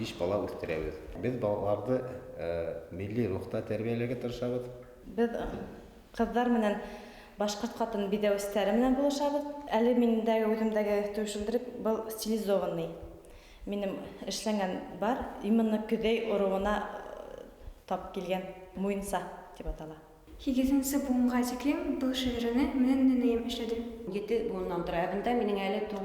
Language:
Bashkir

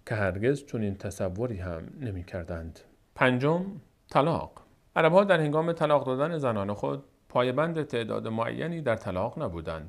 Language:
Persian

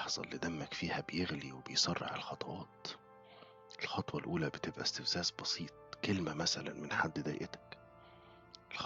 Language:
Egyptian Arabic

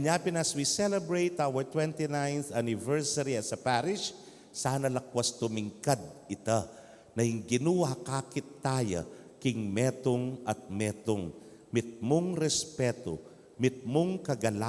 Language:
Pampanga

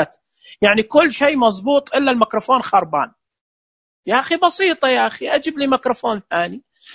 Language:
Najdi Arabic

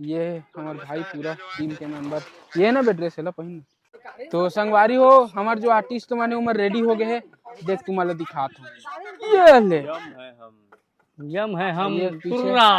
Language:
Chhattisgarhi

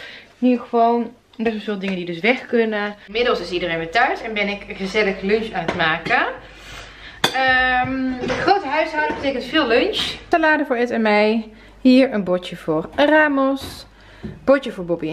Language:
Dutch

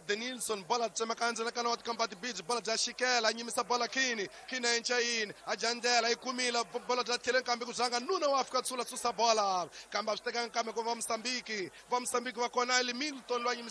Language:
Tsonga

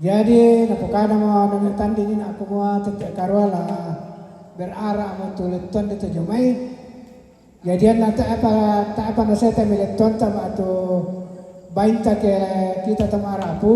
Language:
Toraja-Sa'dan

